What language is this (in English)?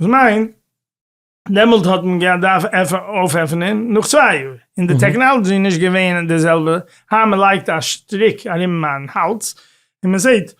Yiddish